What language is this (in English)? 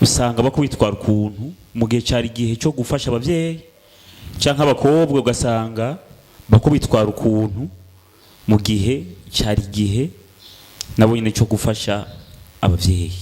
Rundi